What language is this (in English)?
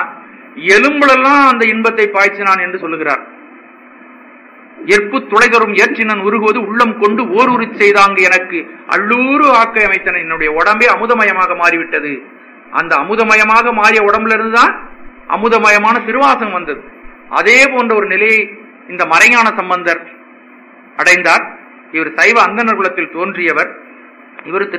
Tamil